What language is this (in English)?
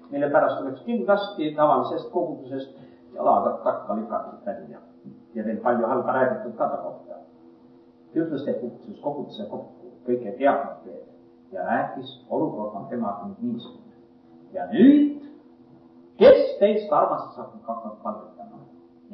Estonian